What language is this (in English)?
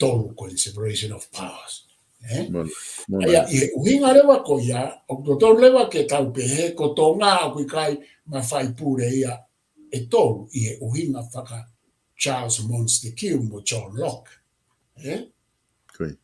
Tongan